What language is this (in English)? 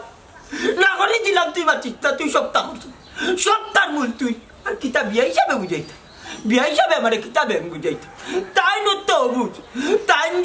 Sylheti